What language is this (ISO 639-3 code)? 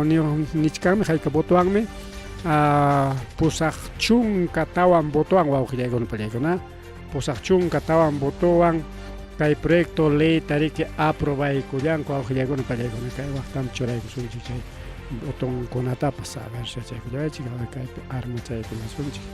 quy